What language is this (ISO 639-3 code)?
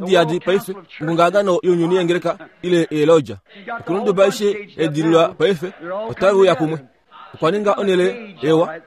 kua